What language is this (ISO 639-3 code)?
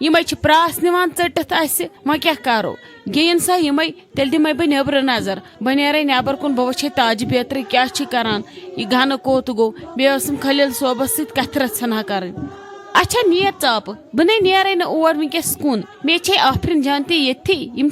kas